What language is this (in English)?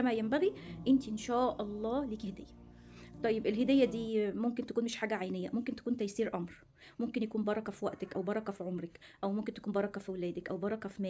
Egyptian Arabic